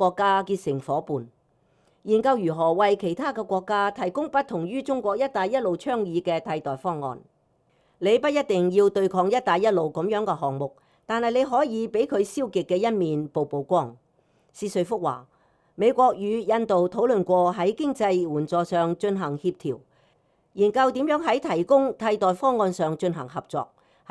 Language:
Cantonese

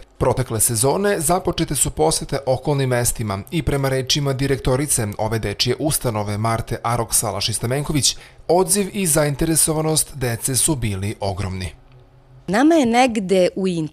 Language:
Serbian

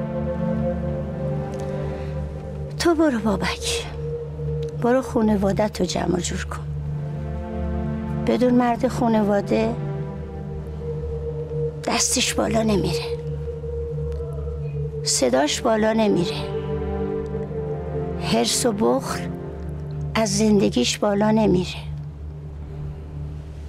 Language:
Persian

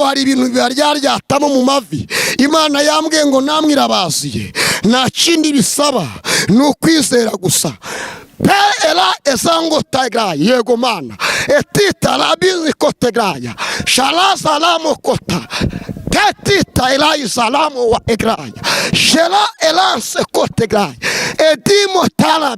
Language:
Kinyarwanda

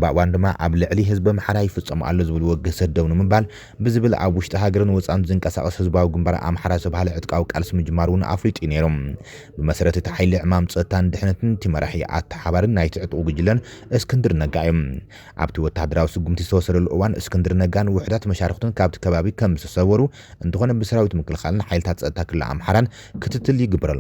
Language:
Tigrinya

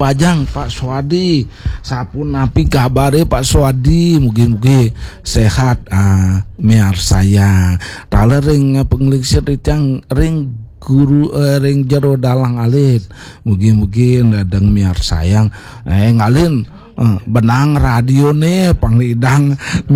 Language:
Balinese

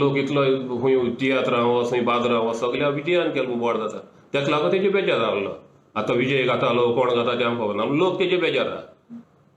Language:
Konkani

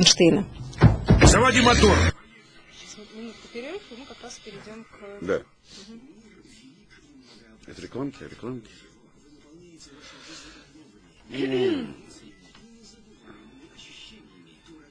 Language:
Russian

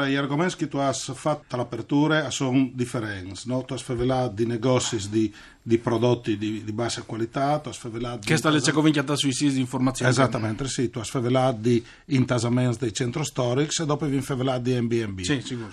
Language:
Friulian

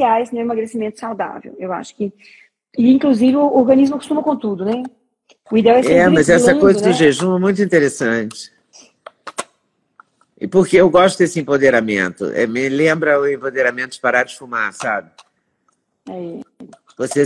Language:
Portuguese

